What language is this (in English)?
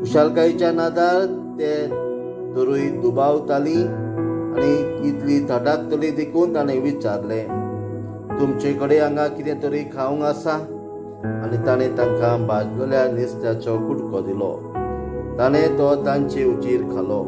Konkani